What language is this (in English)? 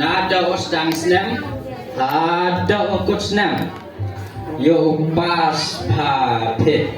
Khasi